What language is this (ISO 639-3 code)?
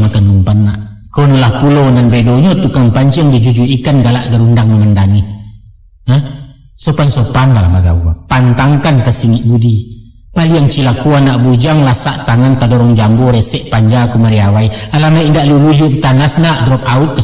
min